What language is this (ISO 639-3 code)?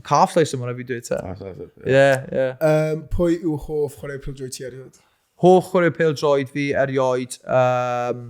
cym